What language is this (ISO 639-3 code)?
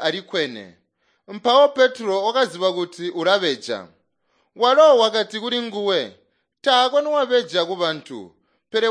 toi